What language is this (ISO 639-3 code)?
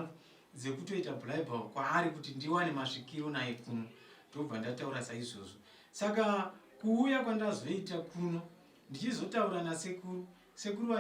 sna